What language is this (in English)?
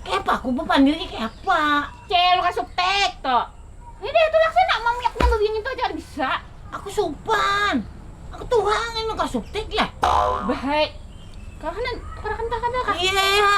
Banjar